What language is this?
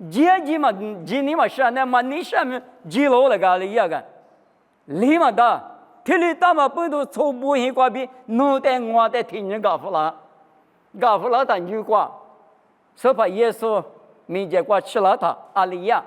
Lisu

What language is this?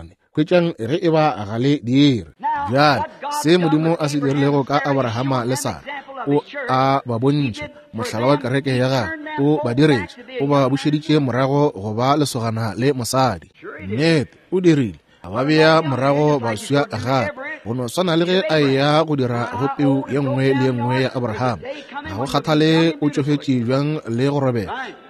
Northern Sotho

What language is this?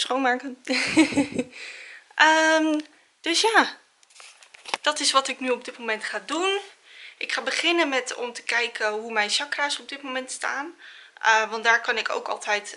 Dutch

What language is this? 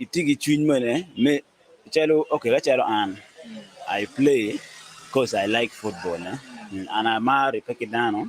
Acoli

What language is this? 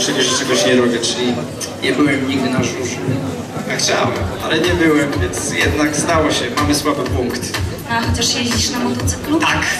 Polish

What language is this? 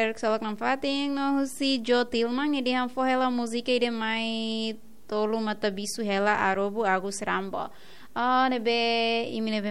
Tetum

